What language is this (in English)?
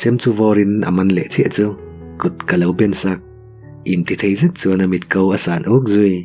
Mizo